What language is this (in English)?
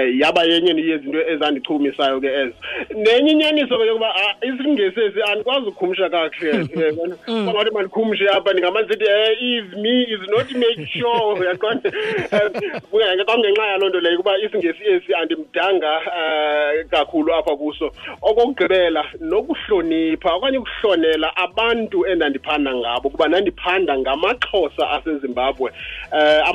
Xhosa